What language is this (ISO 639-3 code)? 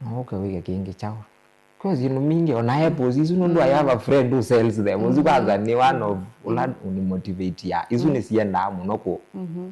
kam